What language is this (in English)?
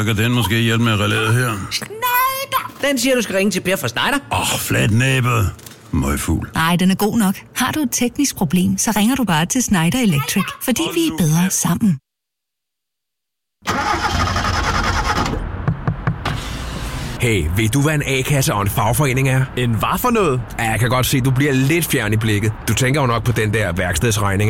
Danish